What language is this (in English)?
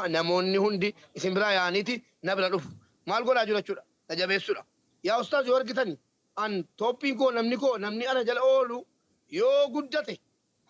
Oromo